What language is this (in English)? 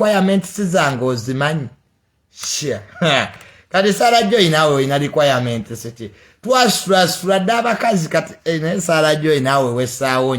Ganda